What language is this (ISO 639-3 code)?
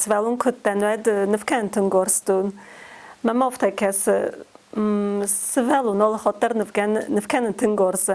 oss